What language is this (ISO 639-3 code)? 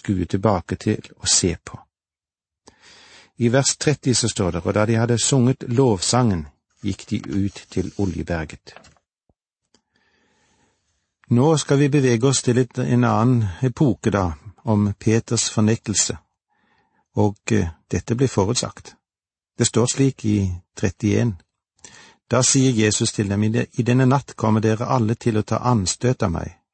nor